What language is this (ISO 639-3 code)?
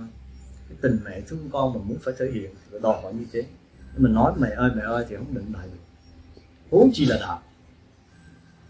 vie